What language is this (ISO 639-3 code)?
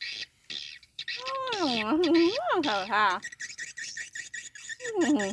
lao